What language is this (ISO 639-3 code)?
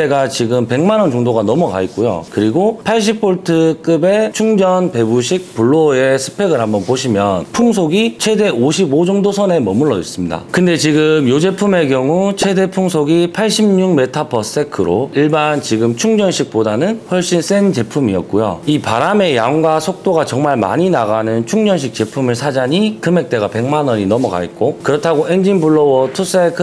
kor